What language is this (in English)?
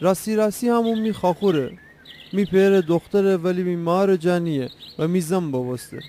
Gilaki